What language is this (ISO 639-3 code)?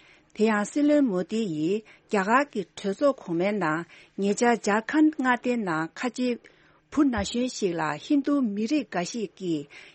bod